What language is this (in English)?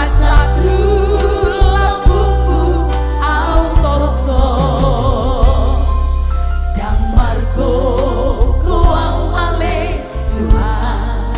Batak Toba